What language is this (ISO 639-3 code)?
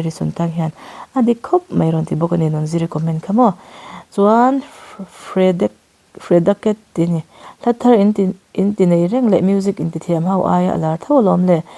lus